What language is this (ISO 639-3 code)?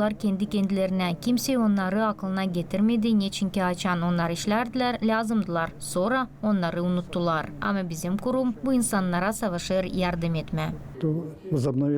gag